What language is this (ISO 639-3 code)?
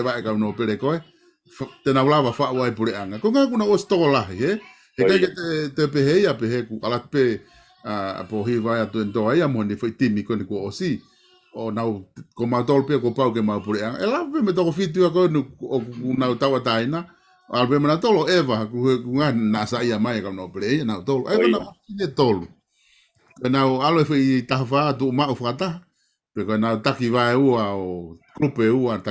ton